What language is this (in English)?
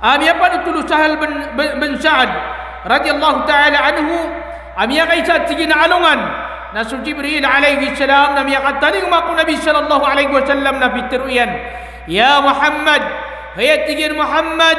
Maranao